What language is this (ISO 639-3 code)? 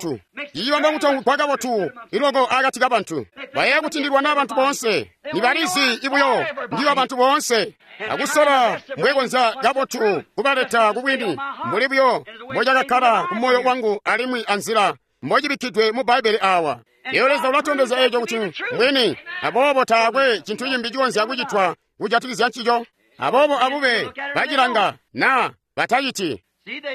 toi